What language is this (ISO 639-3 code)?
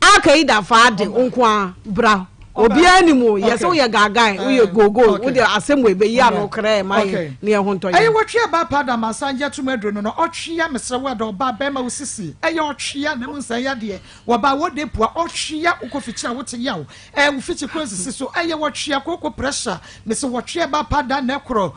aka